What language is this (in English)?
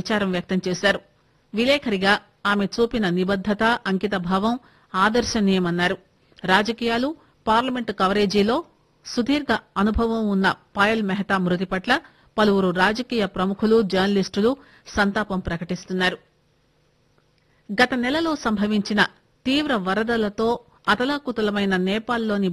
Telugu